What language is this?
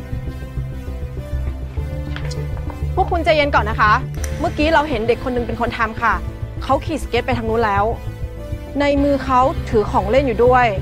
Thai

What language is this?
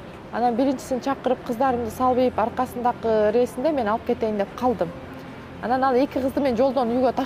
Kyrgyz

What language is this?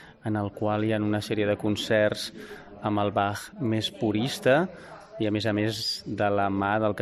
Catalan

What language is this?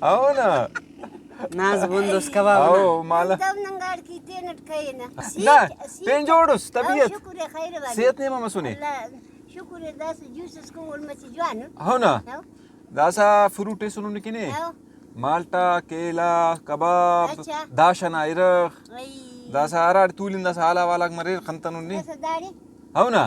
Brahui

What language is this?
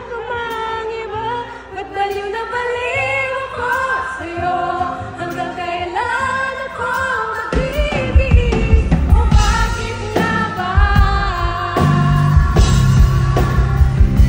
Filipino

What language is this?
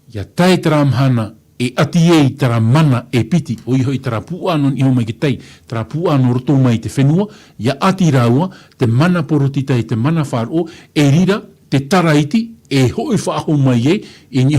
Tahitian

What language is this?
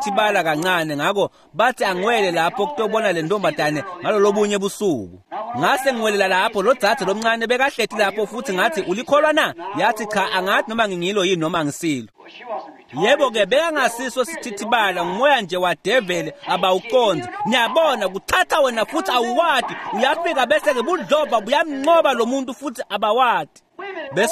Swati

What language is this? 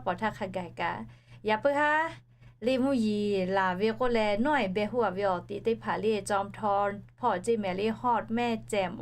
Lahu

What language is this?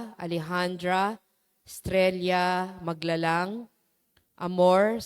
Pampanga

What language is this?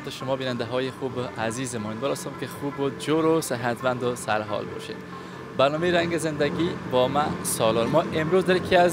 Persian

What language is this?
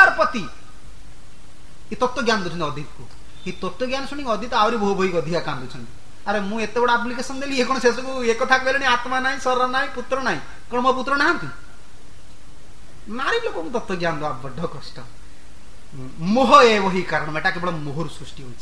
Odia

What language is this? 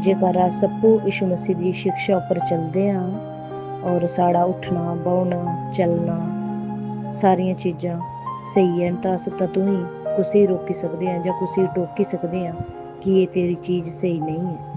Dogri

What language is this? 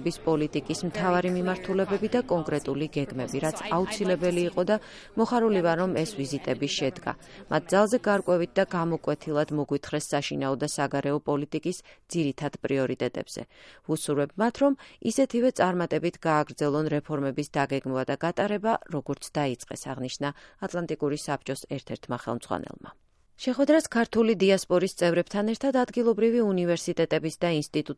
Georgian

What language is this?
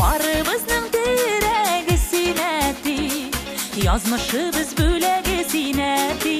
Bashkir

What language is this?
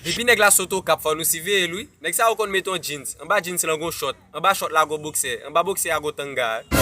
Haitian Creole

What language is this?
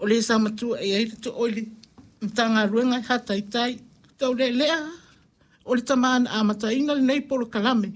Samoan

